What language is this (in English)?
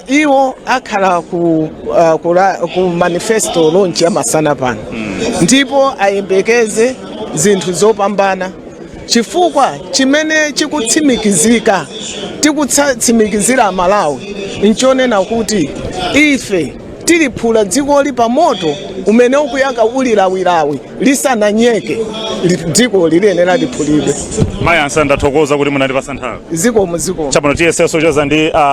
Nyanja